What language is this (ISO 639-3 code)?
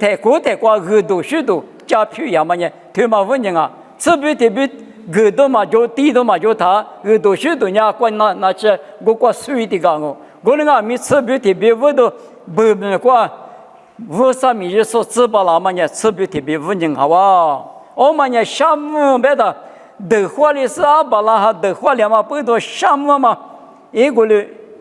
lis